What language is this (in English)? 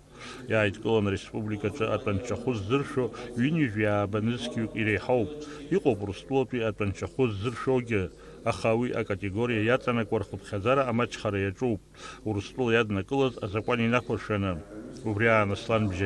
Abkhazian